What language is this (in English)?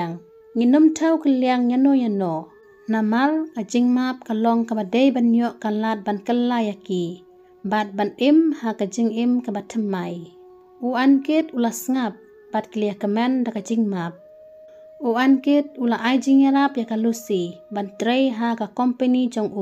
Khasi